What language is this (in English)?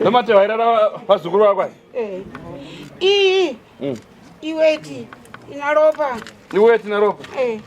Shona